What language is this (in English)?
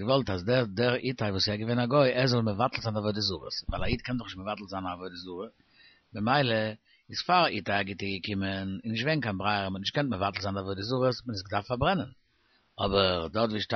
Yiddish